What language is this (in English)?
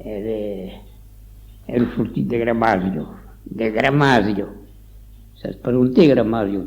Occitan